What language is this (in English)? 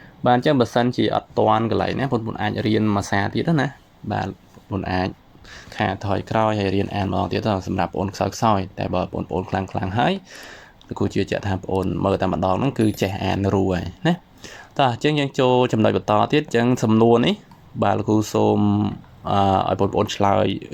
Khmer